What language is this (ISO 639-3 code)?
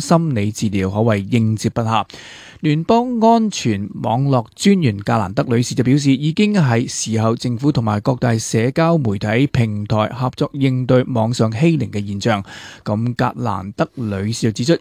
yue